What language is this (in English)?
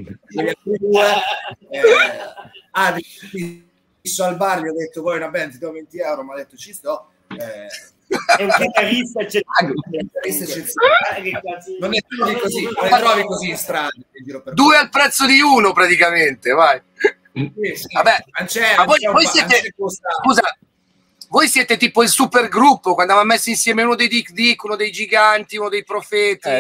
Italian